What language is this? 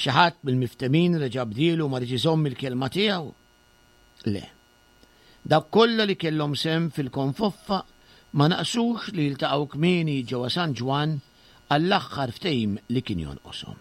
Maltese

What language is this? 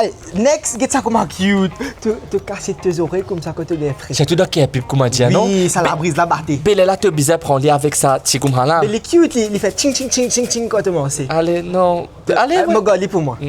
Morisyen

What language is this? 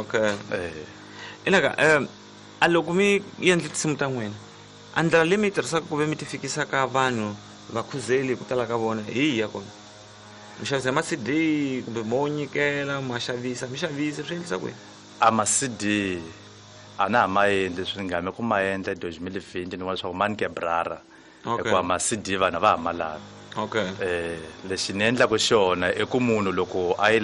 Tsonga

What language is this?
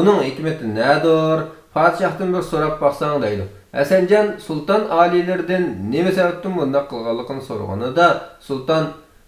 Uyghur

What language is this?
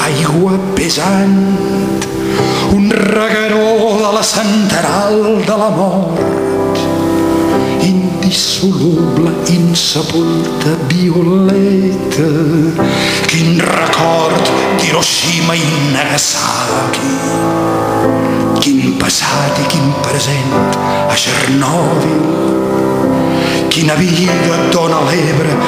Catalan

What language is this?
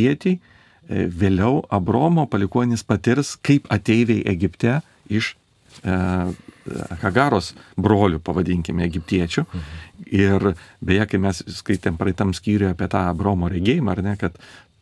Lithuanian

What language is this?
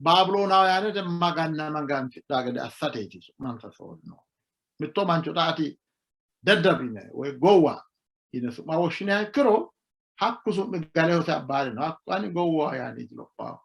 Sidamo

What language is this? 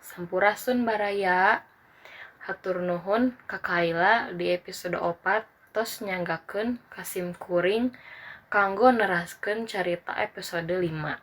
Sundanese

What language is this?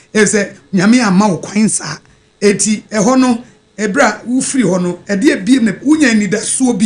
Akan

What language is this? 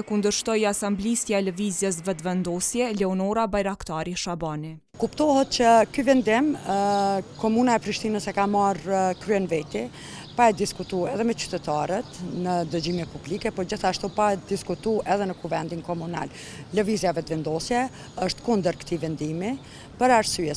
Albanian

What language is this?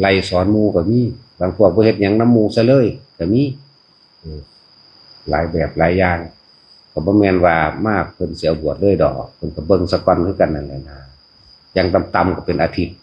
Northeastern Thai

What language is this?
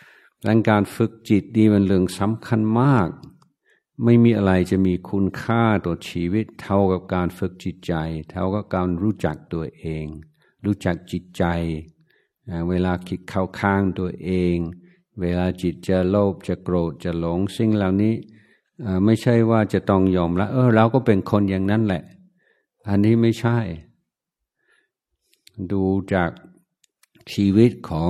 Thai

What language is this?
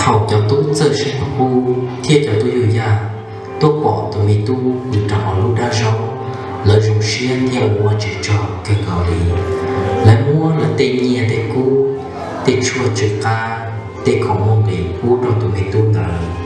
Hmong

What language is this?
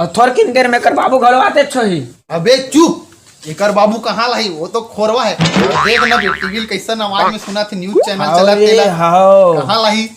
Chhattisgarhi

